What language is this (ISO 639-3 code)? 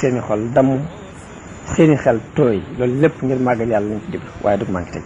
wol